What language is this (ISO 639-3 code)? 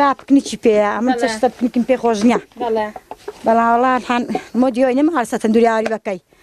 ckb